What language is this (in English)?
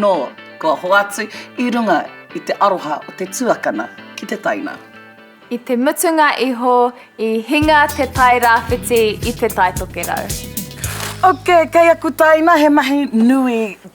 Māori